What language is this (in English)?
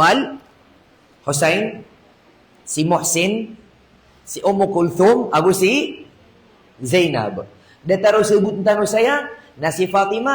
Maranao